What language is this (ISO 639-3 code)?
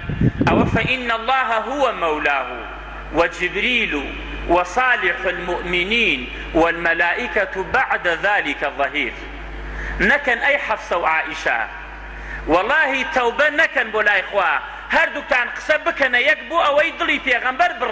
ckb